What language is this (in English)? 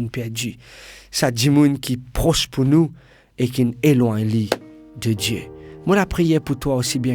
Morisyen